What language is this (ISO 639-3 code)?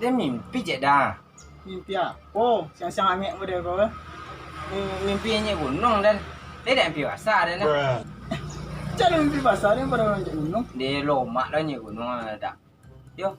min